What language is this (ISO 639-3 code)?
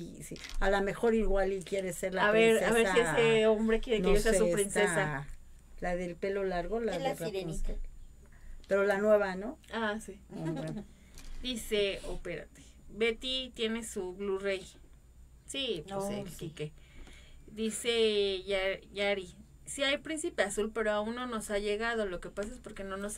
spa